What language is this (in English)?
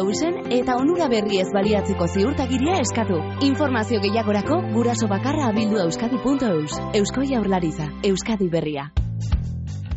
Basque